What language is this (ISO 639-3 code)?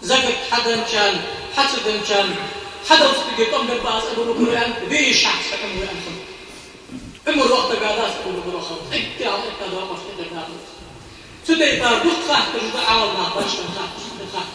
inh